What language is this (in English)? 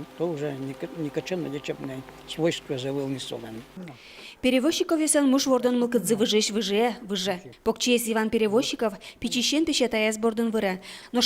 Udmurt